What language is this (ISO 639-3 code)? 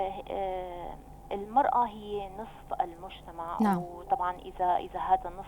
apc